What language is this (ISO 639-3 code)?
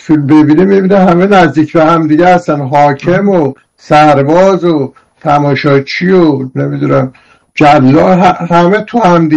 fas